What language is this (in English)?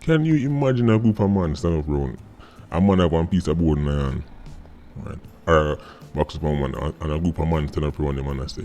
Jamaican Creole English